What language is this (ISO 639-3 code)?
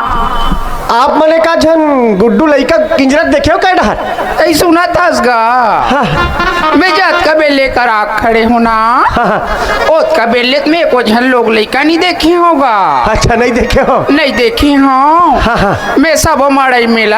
hne